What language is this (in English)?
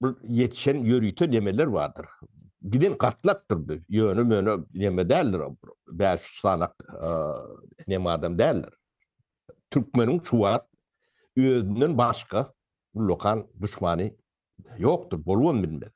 Turkmen